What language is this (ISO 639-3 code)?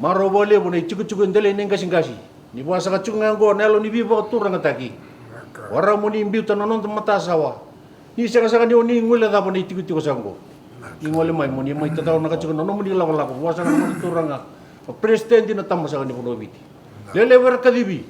fij